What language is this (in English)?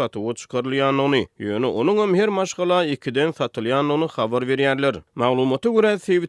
Turkmen